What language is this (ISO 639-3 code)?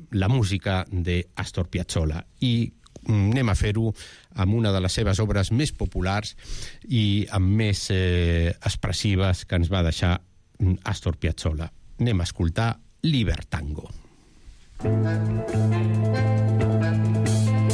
cat